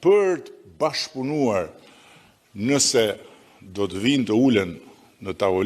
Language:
Albanian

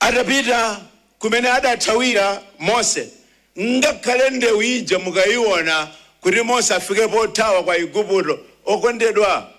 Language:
Nyanja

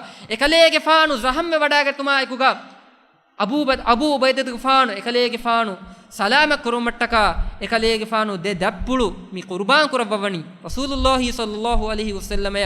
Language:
Divehi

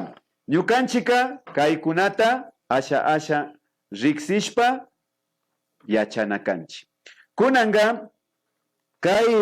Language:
Imbabura Highland Quichua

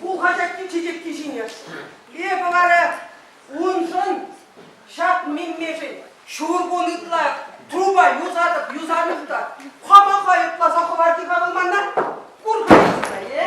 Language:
Chuvash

